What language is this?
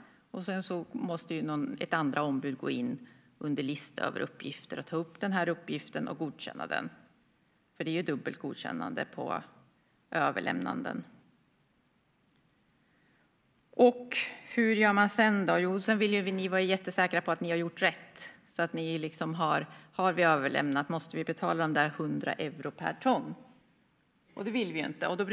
Swedish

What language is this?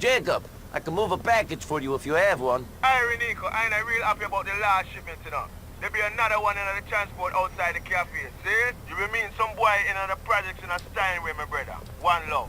Bavarian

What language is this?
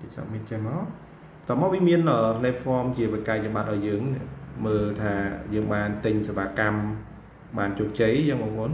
Khmer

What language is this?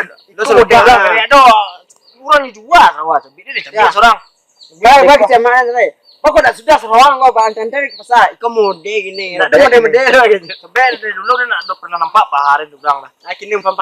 Minangkabau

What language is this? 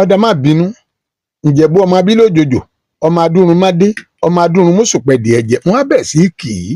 Yoruba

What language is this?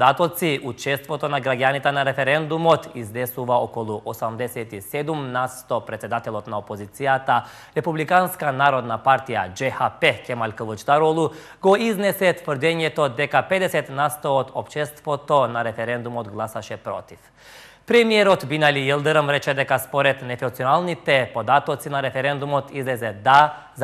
Macedonian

